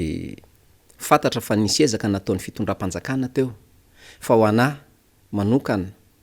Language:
Malagasy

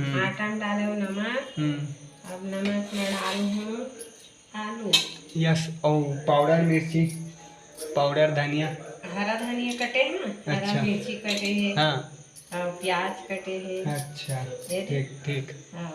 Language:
Chhattisgarhi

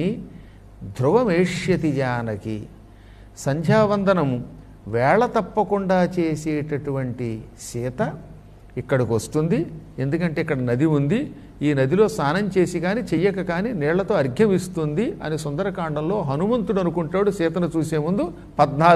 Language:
Telugu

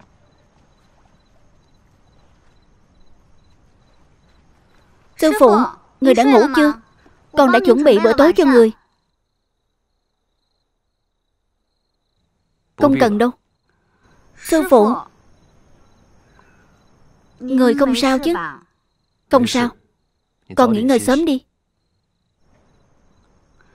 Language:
Vietnamese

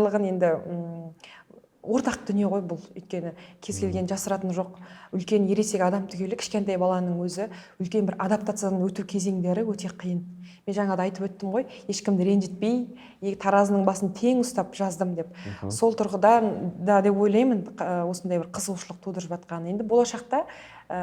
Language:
Kazakh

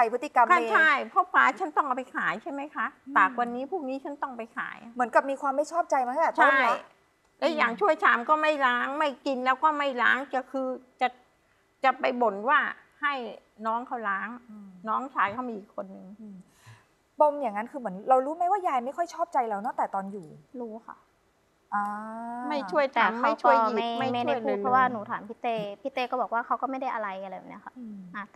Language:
Thai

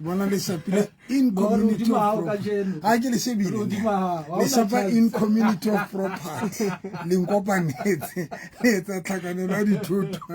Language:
Southern Sotho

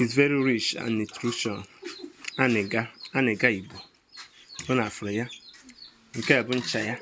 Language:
Igbo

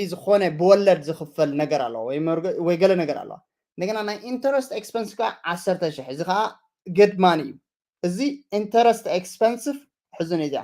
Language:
Tigrinya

